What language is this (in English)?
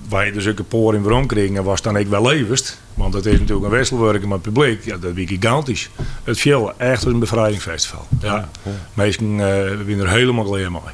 Western Frisian